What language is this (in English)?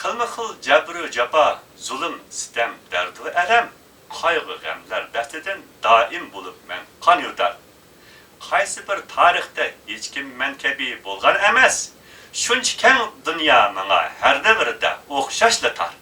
Uyghur